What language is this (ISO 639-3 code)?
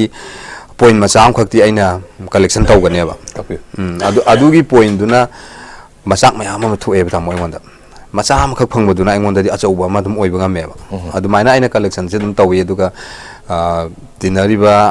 mni